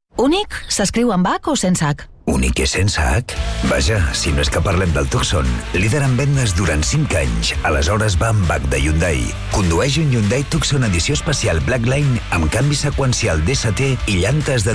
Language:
Catalan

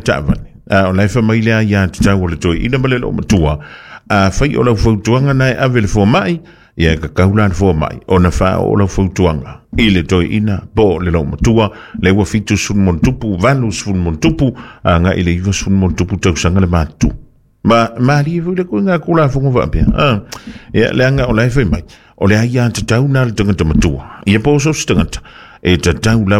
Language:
Samoan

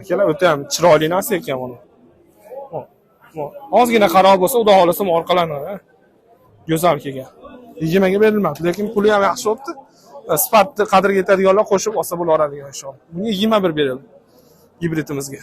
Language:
Uzbek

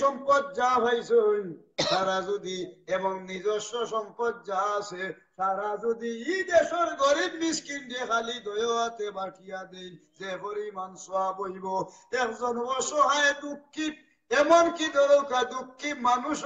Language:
Sylheti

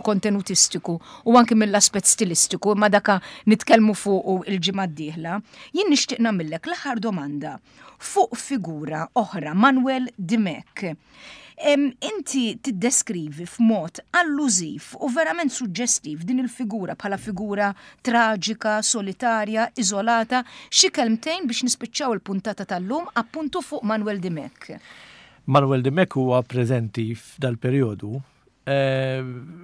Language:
Maltese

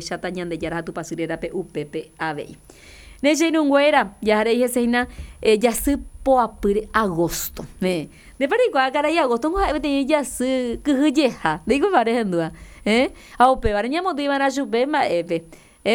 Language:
Guarani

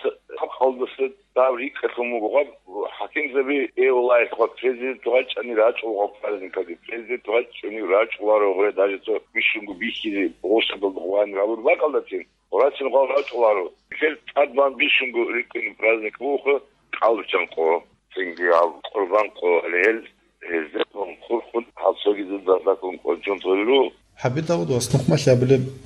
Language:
Avaric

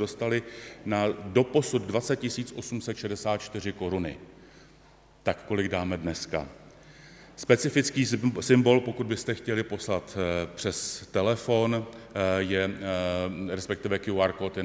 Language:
Czech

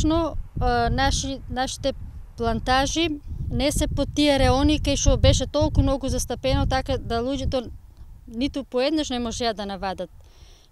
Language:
Macedonian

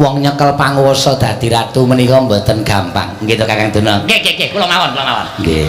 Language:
Javanese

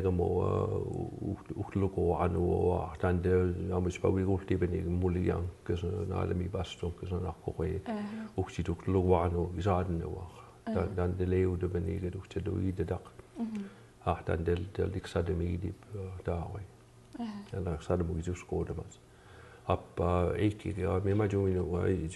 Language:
Mi'kmaw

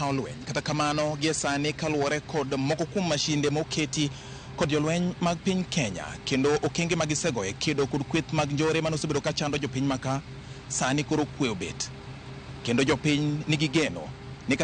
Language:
Luo (Kenya and Tanzania)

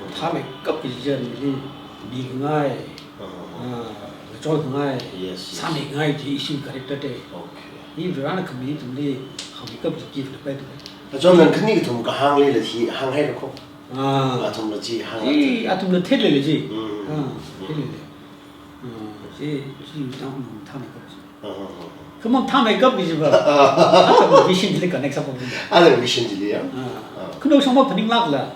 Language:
Tangkhul Naga (India)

